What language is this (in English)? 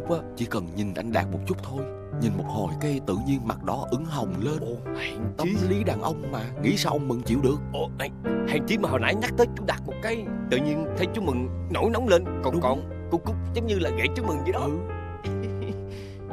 Vietnamese